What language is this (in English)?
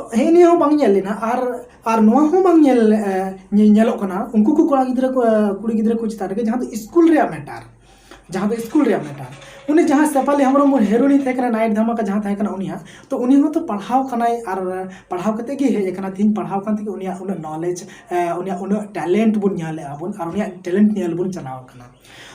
Santali